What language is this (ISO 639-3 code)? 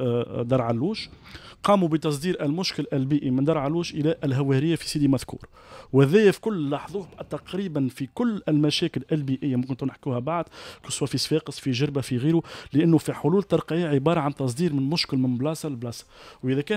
aeb